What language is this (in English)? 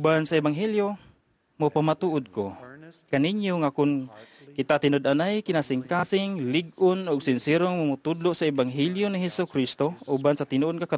Cebuano